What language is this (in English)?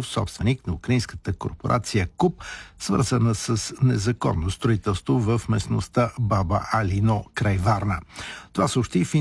Bulgarian